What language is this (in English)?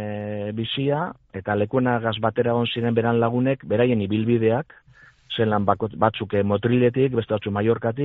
Basque